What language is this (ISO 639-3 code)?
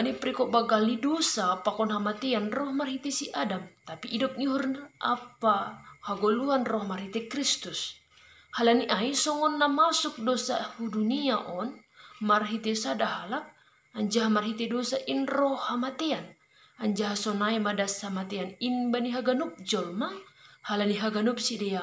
bts